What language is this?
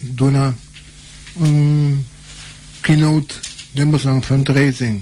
Papiamento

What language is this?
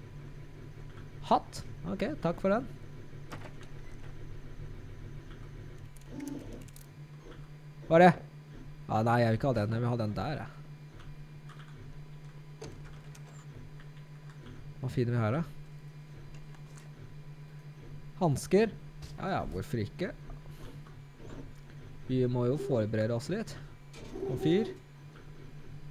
Norwegian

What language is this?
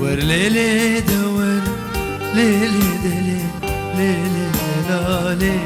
Kurdish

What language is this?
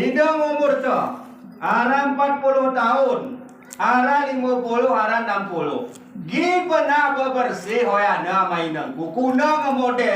Gayo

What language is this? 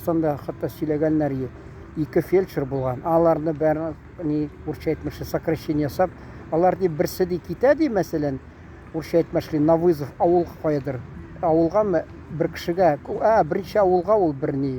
Tatar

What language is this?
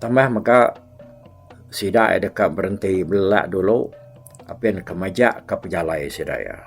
Iban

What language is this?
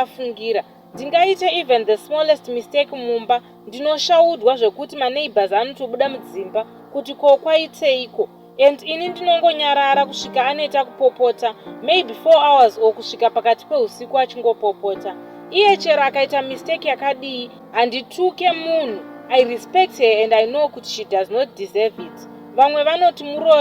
Shona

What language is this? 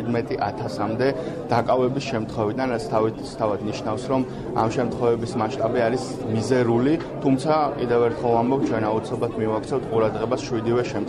Georgian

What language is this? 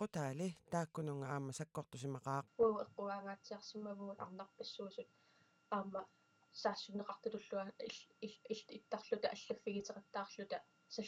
Kalaallisut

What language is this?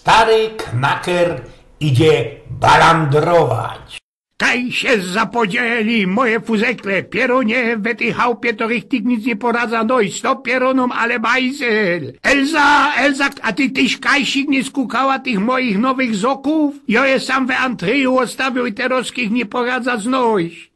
Silesian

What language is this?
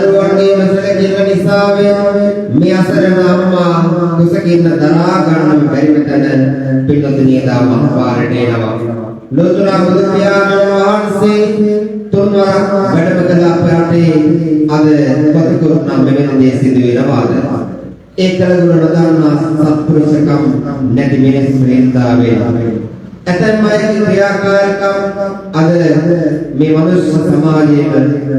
Sinhala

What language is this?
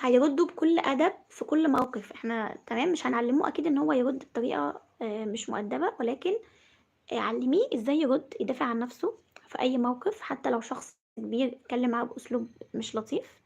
Egyptian Arabic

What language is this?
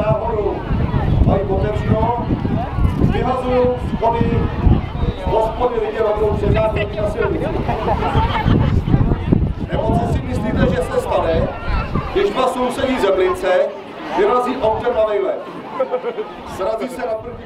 Czech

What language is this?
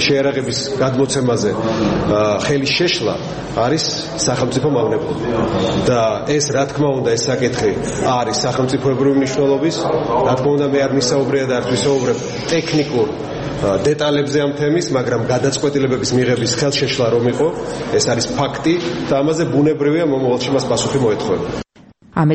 Georgian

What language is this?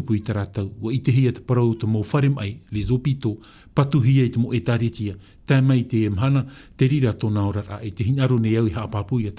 Tahitian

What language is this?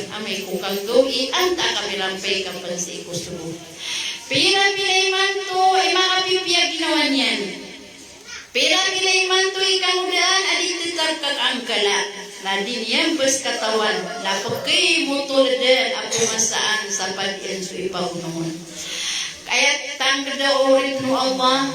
Maranao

